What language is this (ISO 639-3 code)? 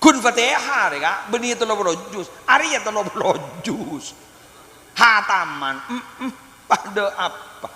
mad